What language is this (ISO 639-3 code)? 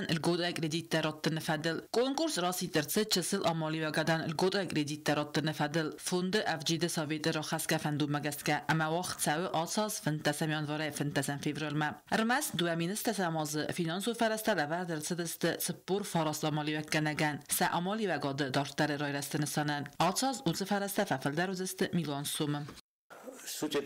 oss